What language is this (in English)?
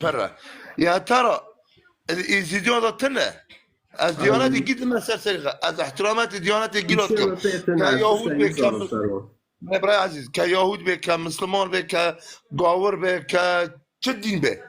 Kurdish